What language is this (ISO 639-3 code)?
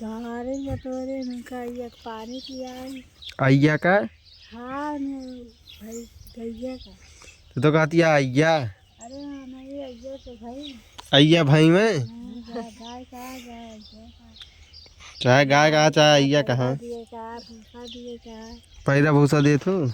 awa